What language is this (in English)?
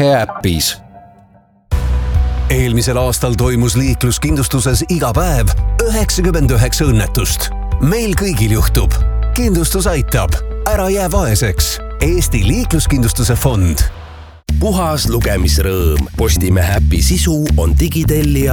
Estonian